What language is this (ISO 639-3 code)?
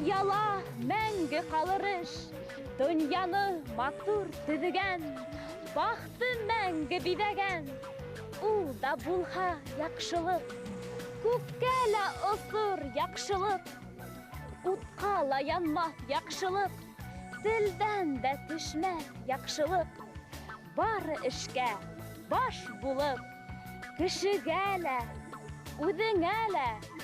bak